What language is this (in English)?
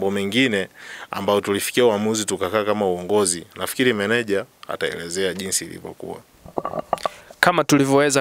Swahili